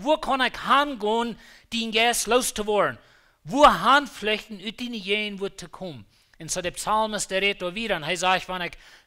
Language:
Plautdietsch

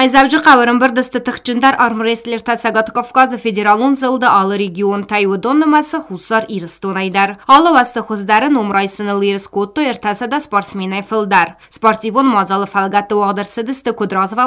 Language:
Ossetic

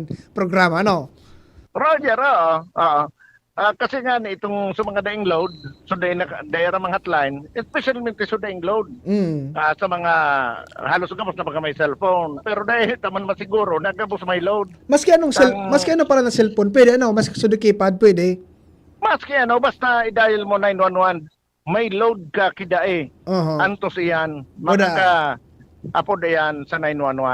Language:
Bikol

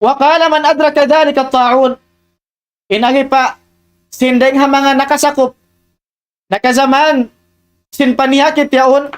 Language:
Tausug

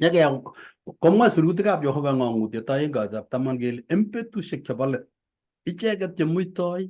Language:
Kalenjin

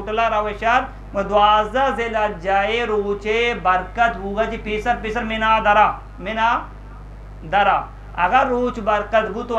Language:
Eastern Balochi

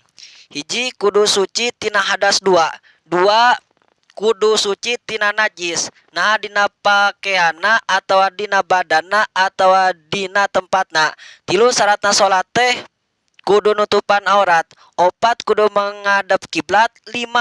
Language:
Sundanese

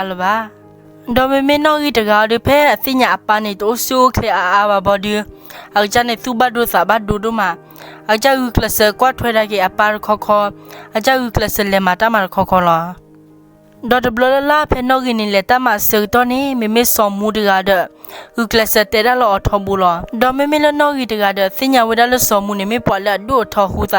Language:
S'gaw Karen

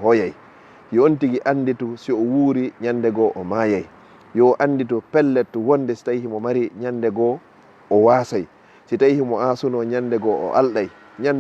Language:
Fula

